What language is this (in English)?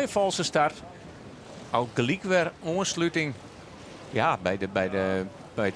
Western Frisian